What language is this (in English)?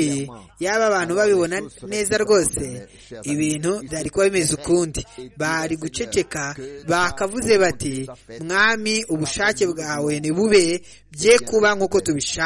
Kinyarwanda